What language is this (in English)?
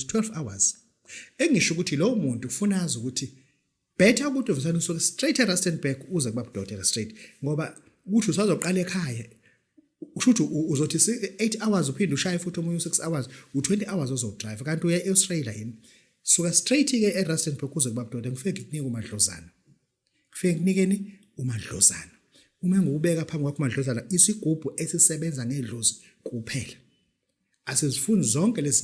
Zulu